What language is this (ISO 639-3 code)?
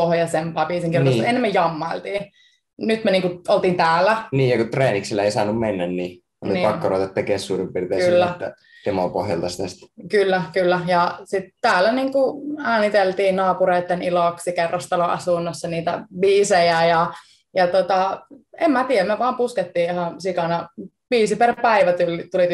fin